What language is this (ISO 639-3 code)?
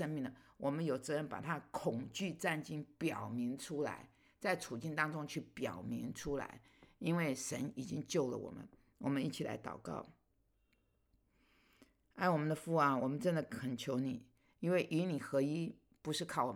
zho